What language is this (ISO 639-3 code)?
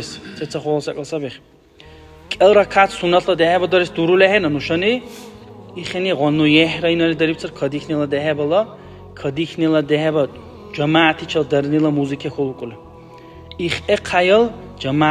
dar